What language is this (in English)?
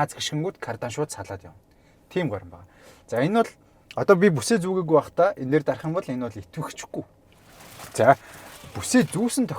Mongolian